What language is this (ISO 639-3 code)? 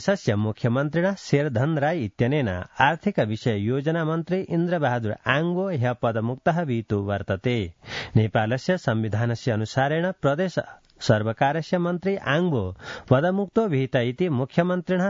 san